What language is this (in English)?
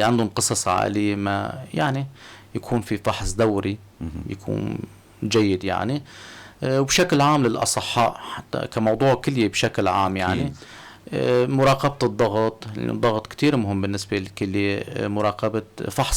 North Levantine Arabic